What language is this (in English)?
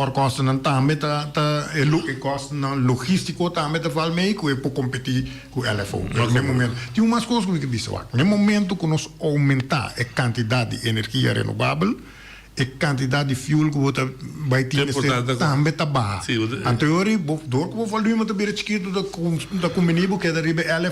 Papiamento